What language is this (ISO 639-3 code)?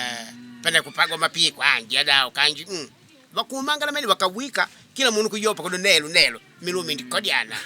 kde